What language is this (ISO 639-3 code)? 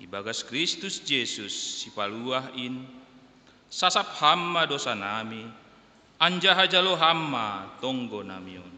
bts